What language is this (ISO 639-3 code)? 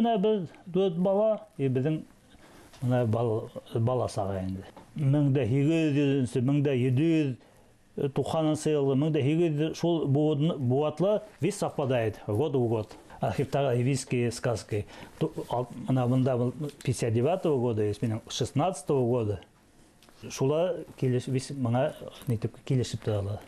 bak